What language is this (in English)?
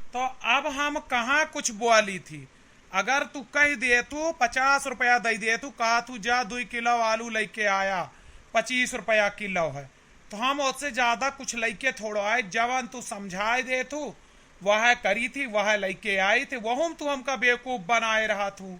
Awadhi